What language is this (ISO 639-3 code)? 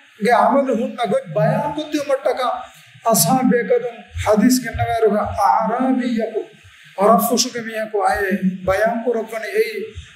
div